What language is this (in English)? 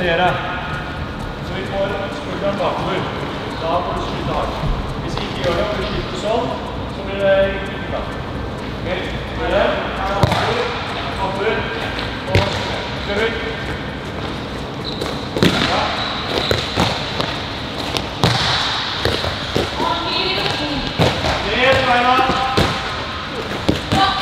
Norwegian